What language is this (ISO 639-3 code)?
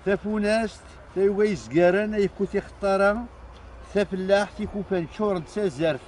kab